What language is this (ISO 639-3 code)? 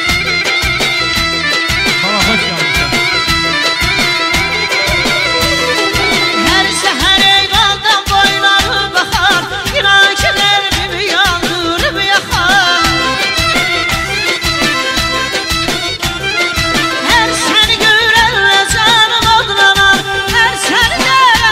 aze